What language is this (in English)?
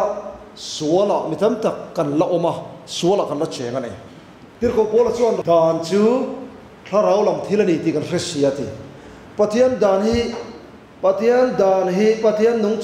Mizo